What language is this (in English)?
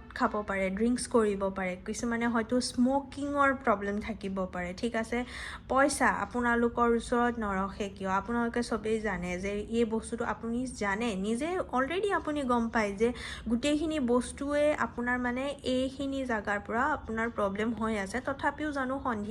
Assamese